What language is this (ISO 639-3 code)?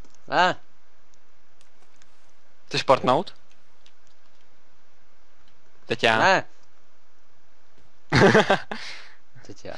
ces